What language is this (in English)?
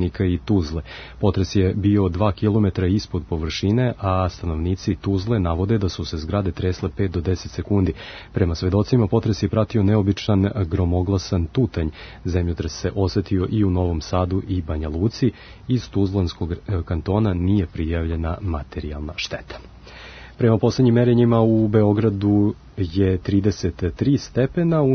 Serbian